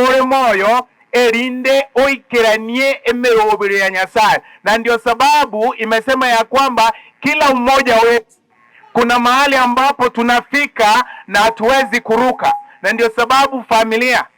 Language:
Gusii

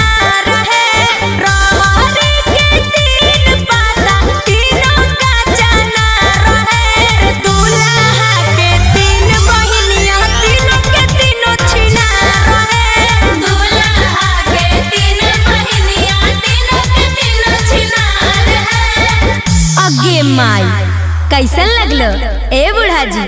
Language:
Magahi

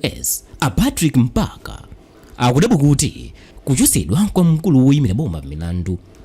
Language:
Nyanja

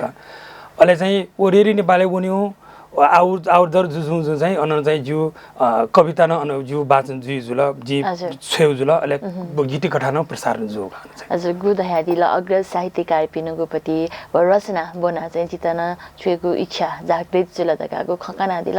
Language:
Newari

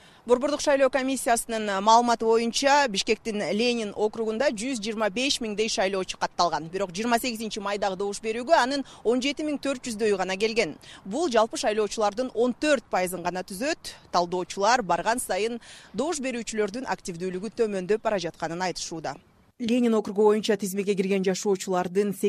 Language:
Kyrgyz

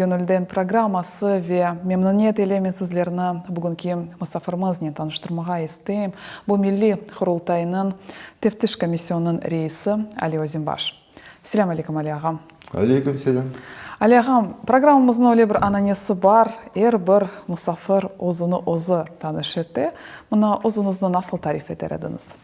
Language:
Crimean Tatar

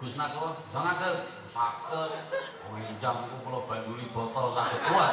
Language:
Javanese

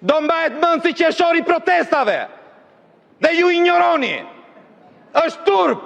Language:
Albanian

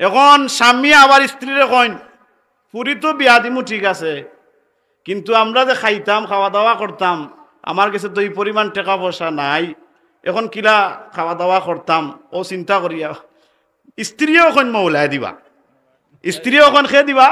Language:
Sylheti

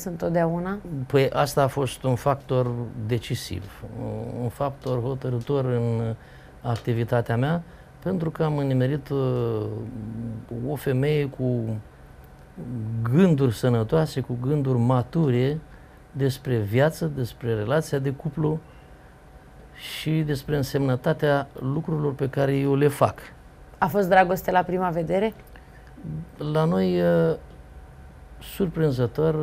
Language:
Romanian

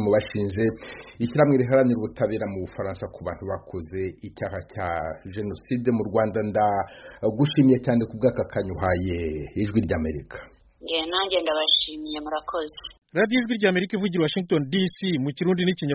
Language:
Kinyarwanda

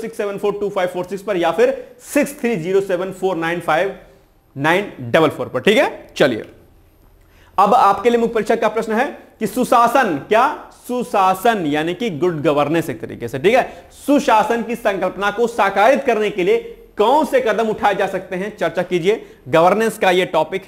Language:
Hindi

